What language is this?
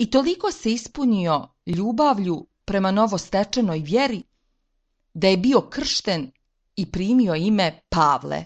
Serbian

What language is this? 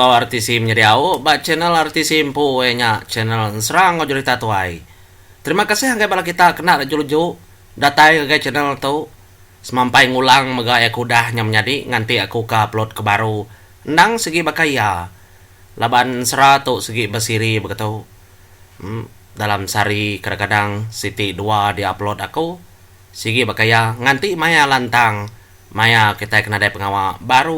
Iban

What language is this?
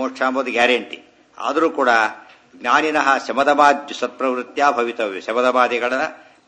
Kannada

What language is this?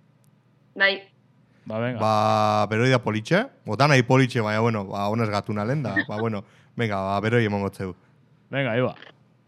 Basque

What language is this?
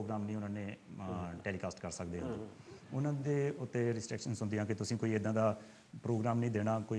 Punjabi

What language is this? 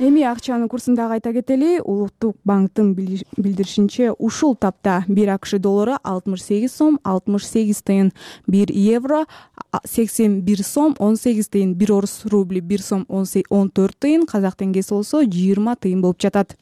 Kyrgyz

